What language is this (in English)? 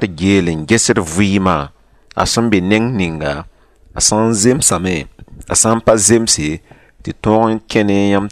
Mossi